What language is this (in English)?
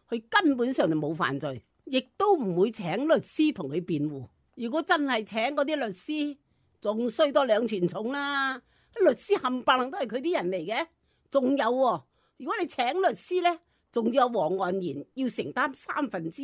Cantonese